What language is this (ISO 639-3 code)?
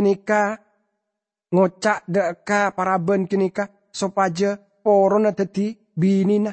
mad